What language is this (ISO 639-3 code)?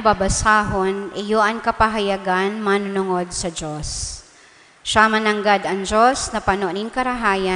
bik